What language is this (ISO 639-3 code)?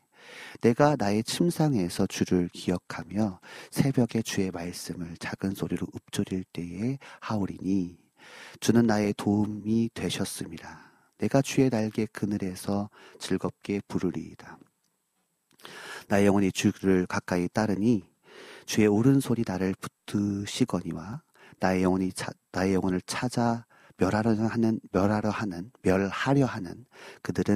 kor